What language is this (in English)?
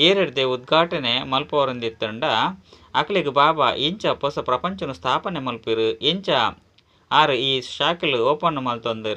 Tulu